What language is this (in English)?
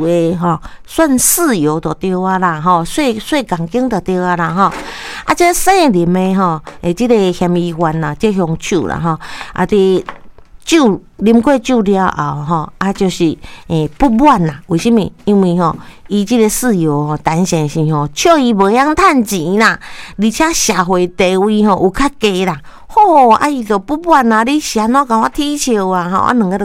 Min Nan Chinese